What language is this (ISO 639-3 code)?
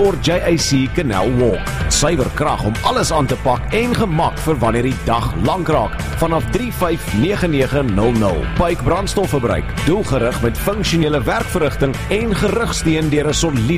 afr